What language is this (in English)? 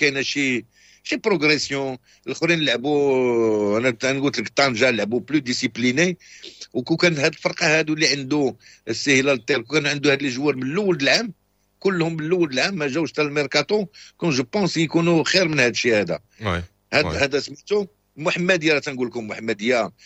Moroccan Arabic